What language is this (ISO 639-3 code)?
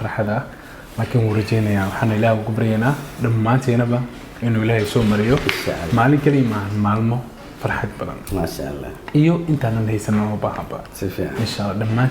som